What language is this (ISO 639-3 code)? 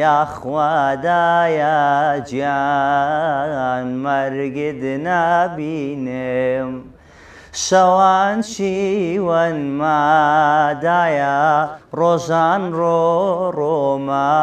ckb